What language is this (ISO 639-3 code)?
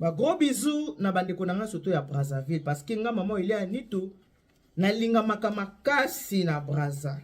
lin